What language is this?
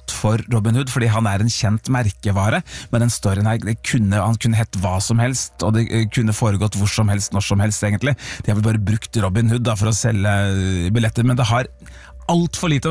Norwegian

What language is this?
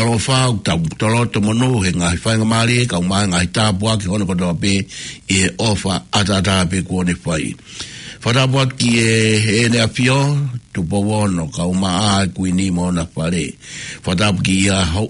Tongan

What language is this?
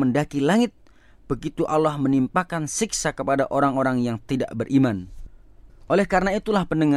Indonesian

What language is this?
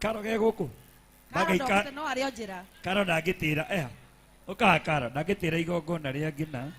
Kikuyu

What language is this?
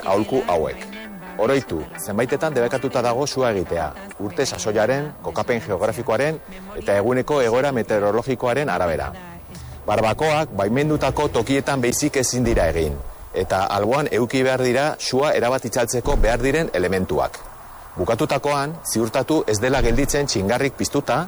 Basque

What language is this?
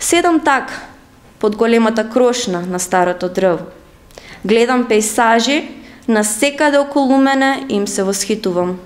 Macedonian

